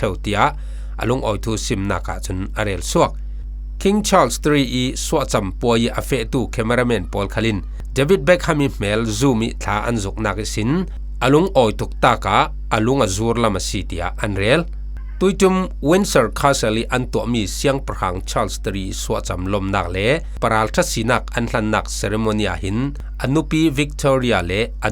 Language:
Falam Chin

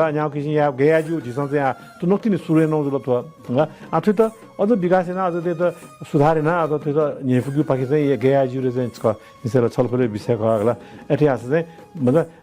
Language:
Newari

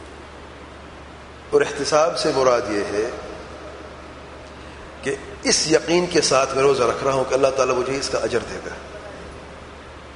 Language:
Urdu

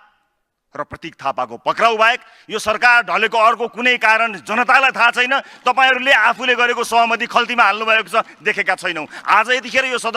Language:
Nepali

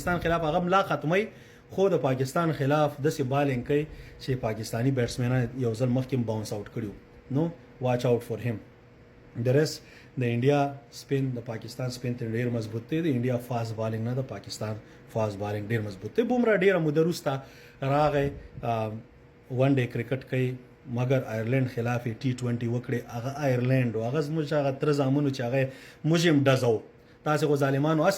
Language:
Pashto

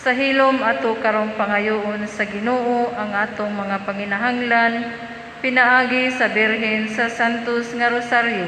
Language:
Cebuano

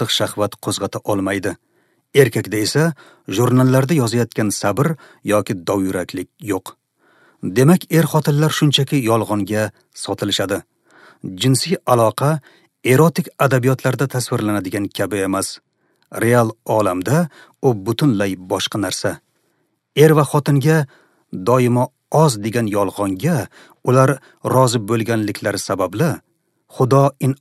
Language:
Uzbek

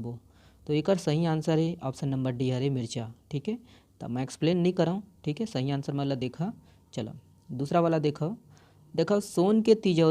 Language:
Chhattisgarhi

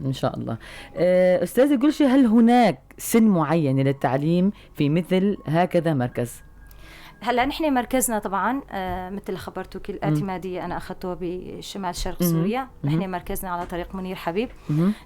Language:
North Levantine Arabic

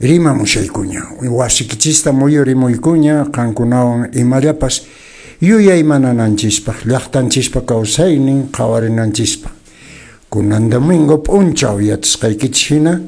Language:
Quechua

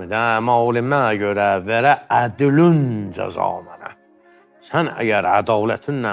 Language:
Azerbaijani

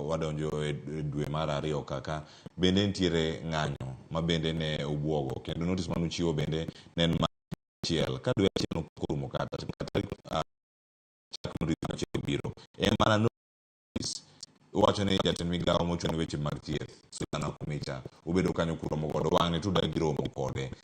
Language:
Luo (Kenya and Tanzania)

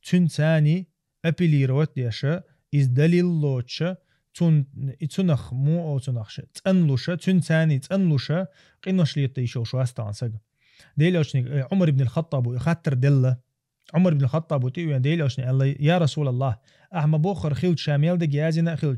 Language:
Chechen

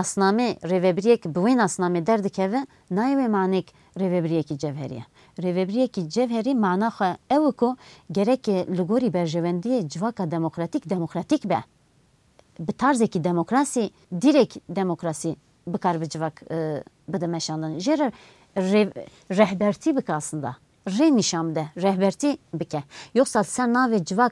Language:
Kurdish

